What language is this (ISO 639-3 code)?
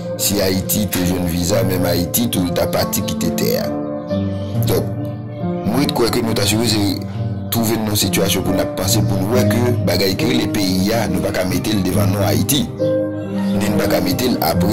hat